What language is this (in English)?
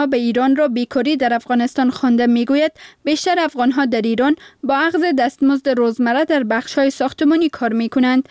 Persian